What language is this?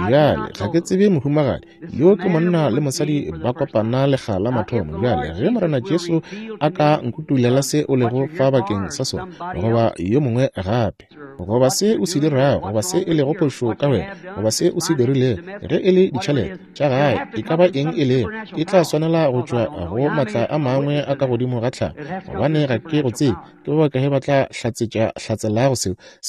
Northern Sotho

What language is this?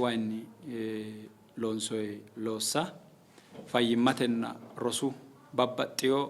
Sidamo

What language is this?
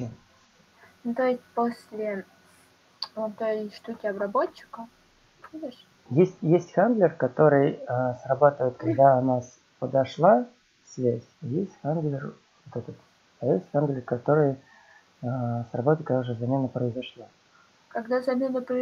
Russian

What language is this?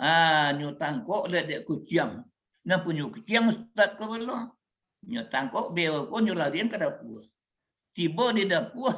Minangkabau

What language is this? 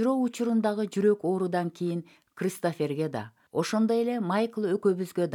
Kyrgyz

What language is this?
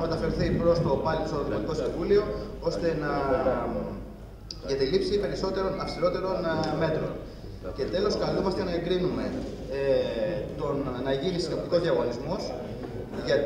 Greek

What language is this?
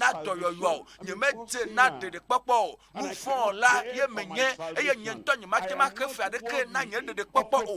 Ewe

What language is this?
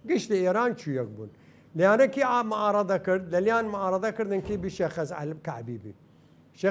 Southern Kurdish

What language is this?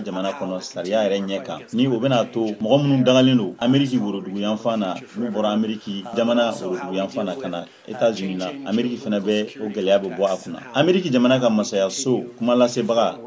Bambara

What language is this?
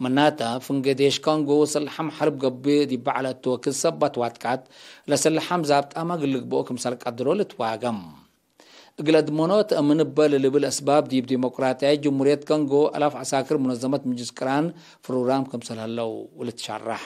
Tigre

